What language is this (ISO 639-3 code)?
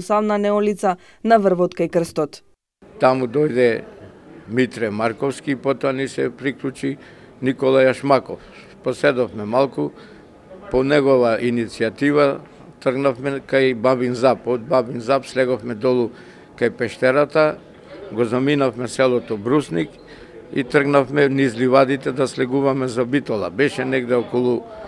mkd